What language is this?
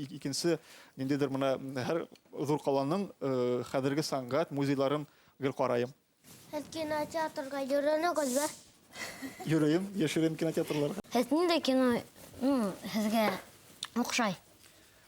Bashkir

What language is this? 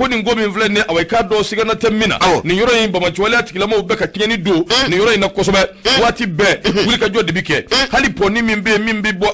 Bambara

